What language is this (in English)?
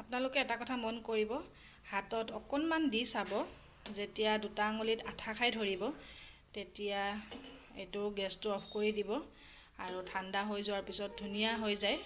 Assamese